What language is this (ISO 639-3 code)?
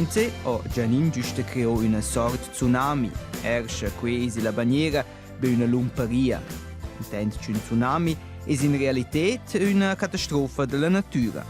roh